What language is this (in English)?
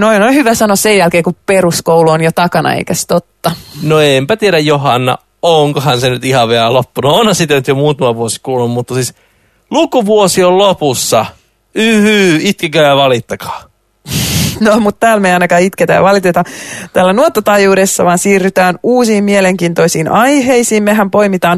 Finnish